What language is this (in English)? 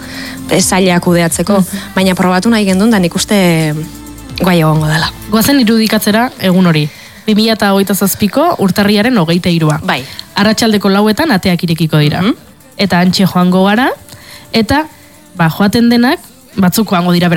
Basque